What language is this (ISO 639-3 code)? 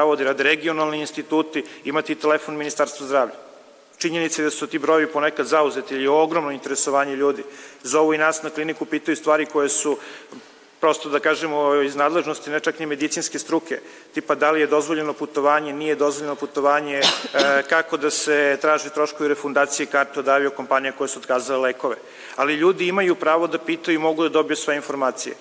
srp